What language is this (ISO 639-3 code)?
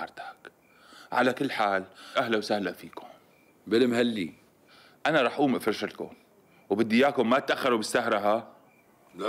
apc